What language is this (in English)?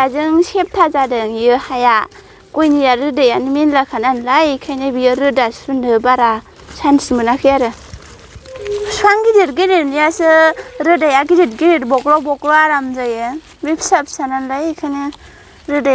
Bodo